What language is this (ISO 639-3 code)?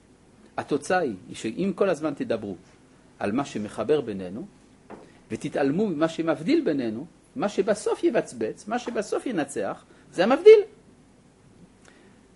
heb